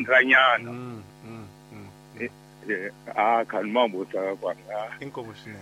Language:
Tsonga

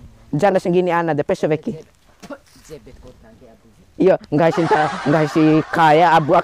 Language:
Bima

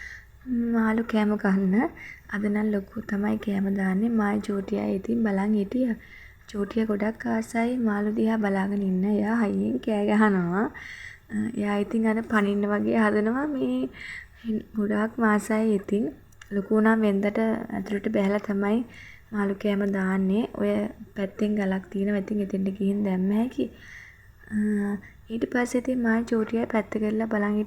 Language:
Sinhala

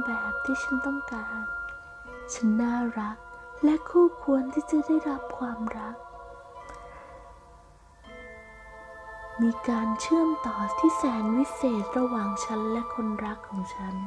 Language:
Thai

